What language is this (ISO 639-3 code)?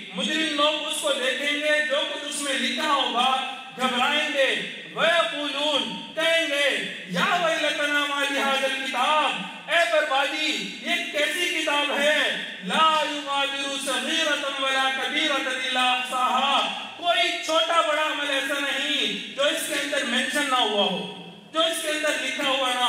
urd